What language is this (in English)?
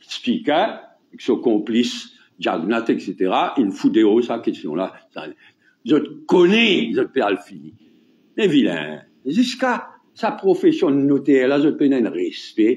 Morisyen